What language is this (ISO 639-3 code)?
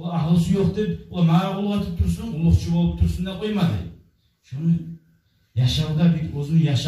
kum